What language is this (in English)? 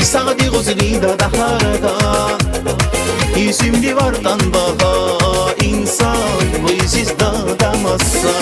Tabassaran